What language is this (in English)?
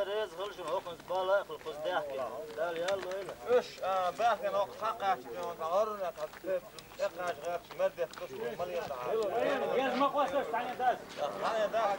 Chechen